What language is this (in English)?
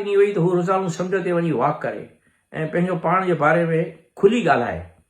Sindhi